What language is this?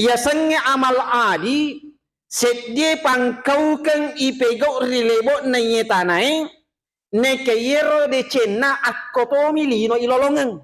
Buginese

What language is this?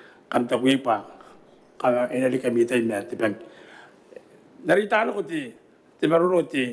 Gilbertese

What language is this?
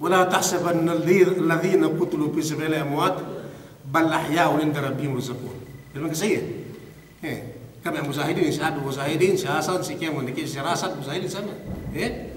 Yakan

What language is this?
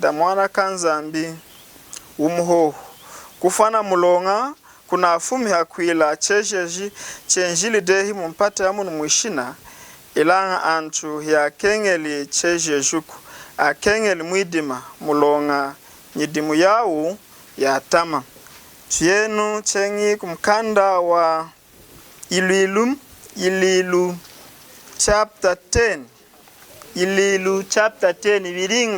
Lunda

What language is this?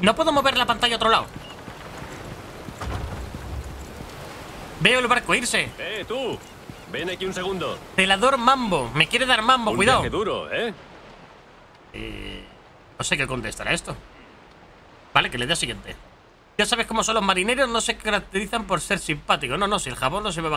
Spanish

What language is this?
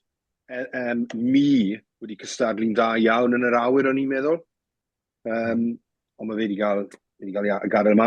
Welsh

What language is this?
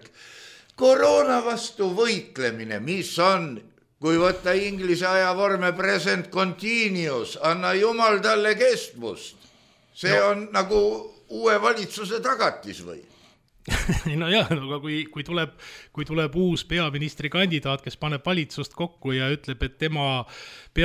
Estonian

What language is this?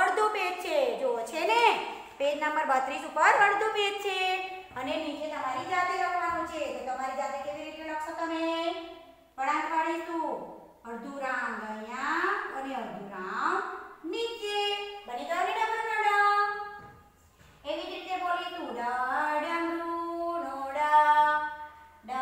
Gujarati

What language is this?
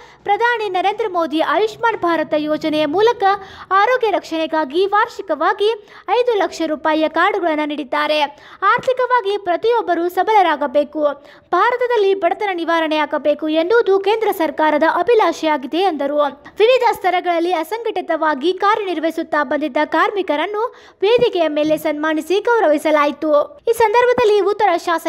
Kannada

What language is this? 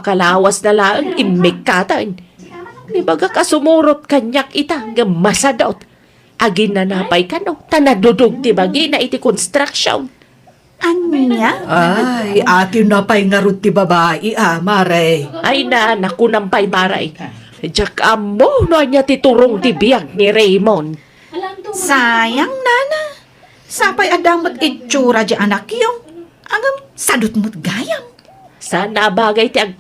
Iloko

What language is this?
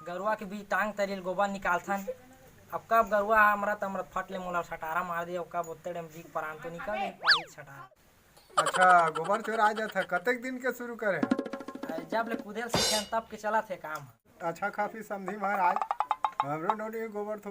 Chhattisgarhi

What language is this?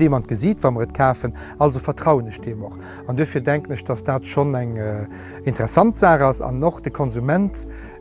Luxembourgish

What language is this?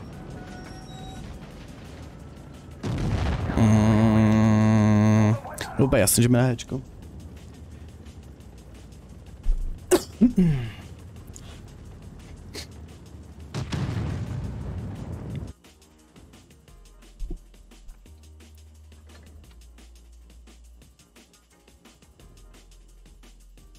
Czech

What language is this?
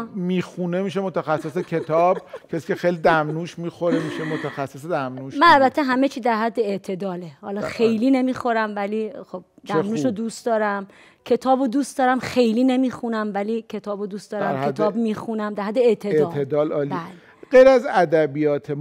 Persian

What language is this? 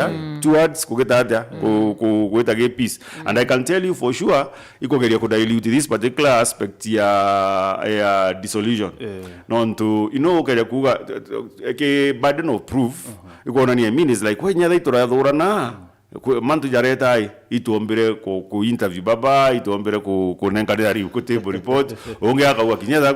Meru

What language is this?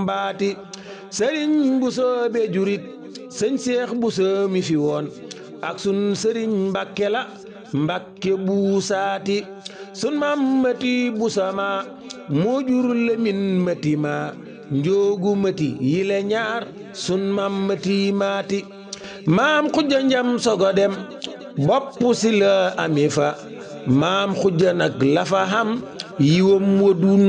Wolof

